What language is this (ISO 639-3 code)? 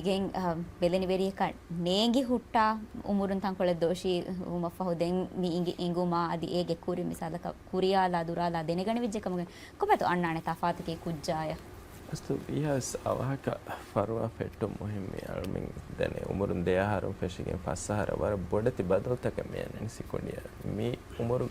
div